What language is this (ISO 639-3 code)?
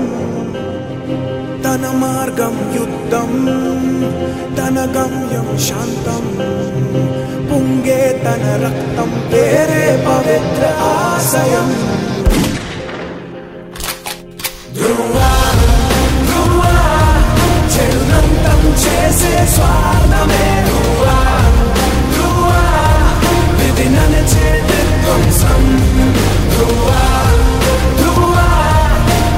tel